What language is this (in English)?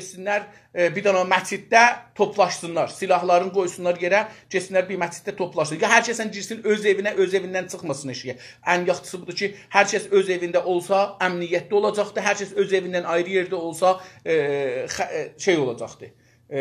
South Azerbaijani